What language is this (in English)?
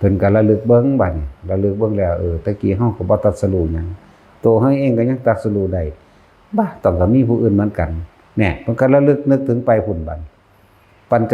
Northeastern Thai